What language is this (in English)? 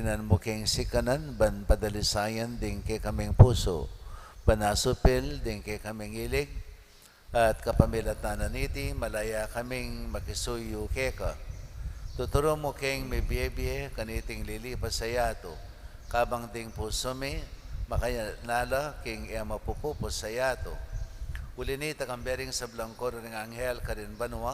Pampanga